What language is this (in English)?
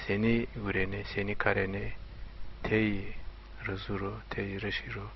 Zaza